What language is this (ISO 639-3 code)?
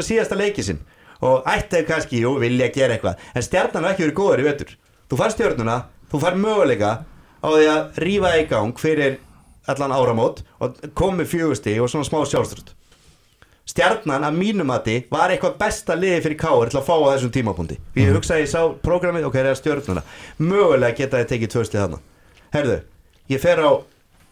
isl